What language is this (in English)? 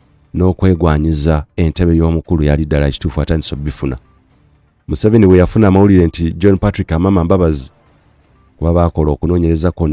Ganda